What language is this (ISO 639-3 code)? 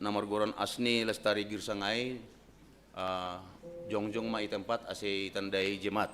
bts